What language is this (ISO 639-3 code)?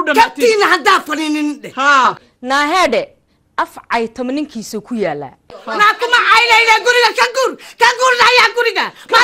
som